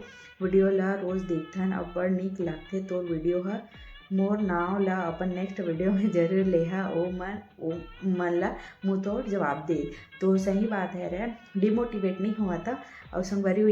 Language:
Chhattisgarhi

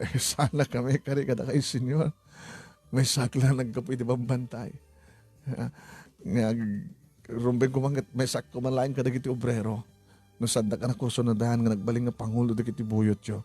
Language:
Iloko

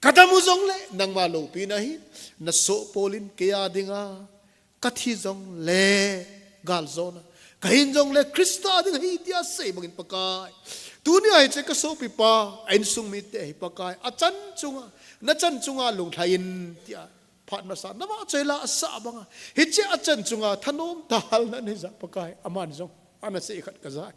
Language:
Thado Chin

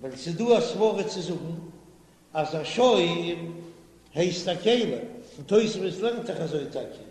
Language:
Yiddish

